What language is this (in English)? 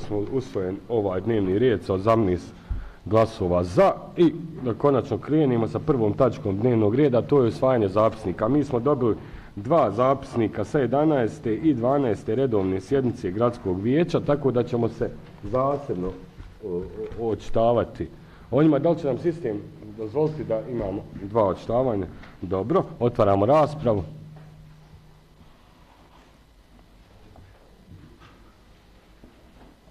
Bosnian